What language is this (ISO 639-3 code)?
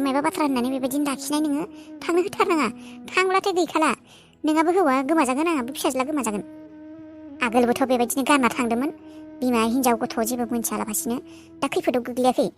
brx